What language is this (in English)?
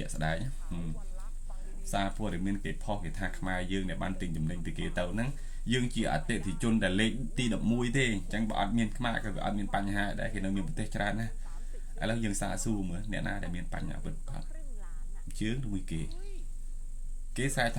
Khmer